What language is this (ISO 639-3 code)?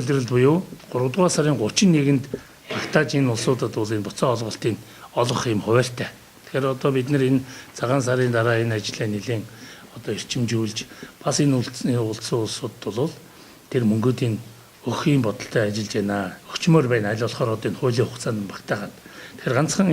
mon